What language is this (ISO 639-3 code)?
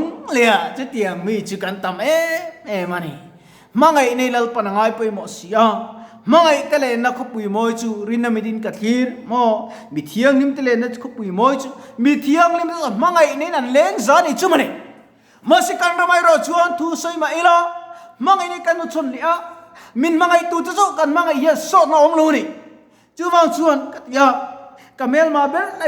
lus